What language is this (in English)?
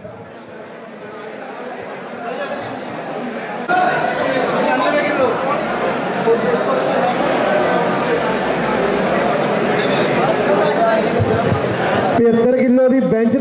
Hindi